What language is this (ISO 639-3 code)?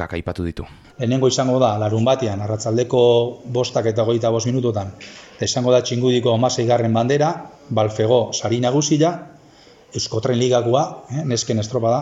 eus